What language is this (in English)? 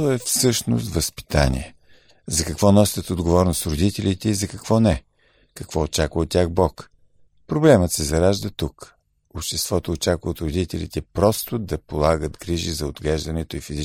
Bulgarian